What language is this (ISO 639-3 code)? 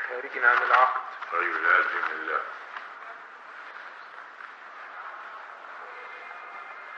ara